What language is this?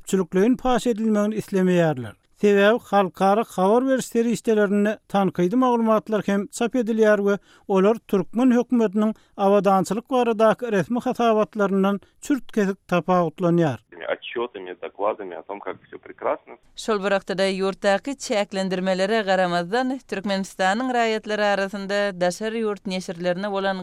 Turkmen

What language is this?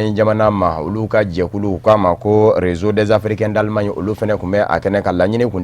Bambara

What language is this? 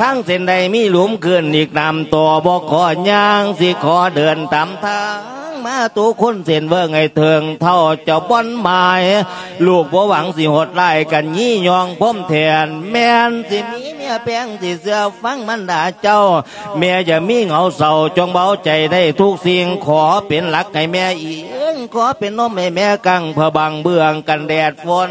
Lao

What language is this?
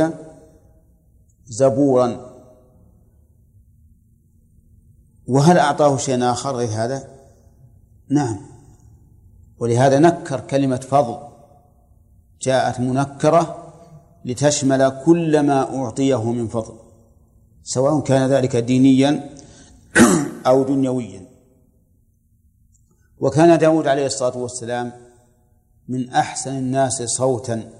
Arabic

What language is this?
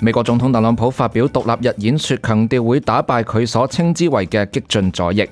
Cantonese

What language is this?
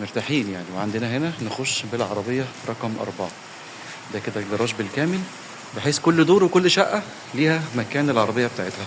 Egyptian Arabic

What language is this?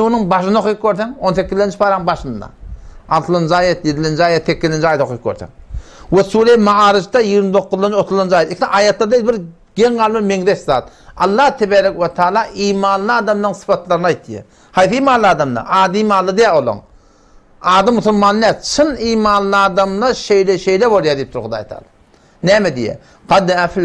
Turkmen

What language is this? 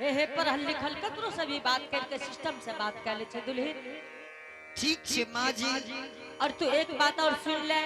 Angika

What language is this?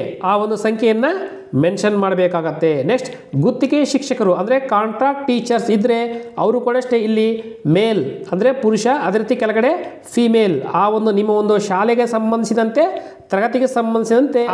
Kannada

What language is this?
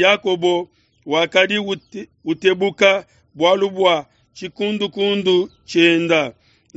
Luba-Lulua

